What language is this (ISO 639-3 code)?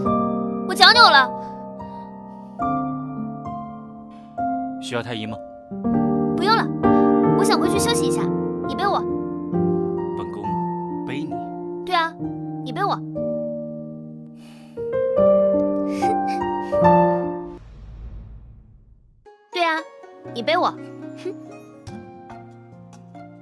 zho